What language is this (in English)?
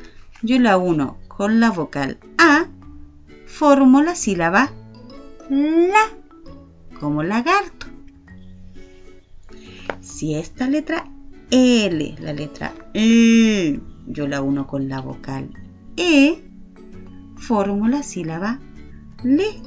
Spanish